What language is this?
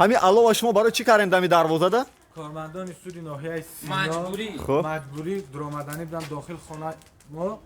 Tajik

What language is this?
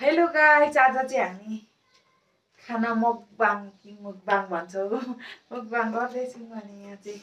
Nepali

